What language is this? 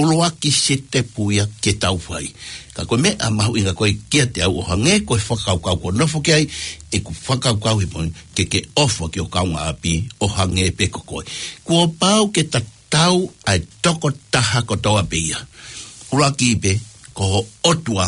Tongan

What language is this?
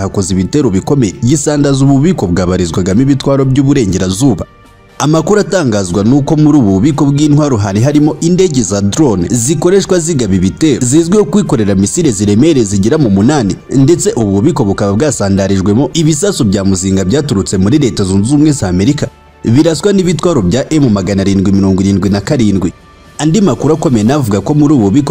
Kinyarwanda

